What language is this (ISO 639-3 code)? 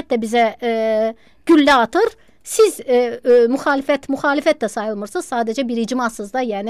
aze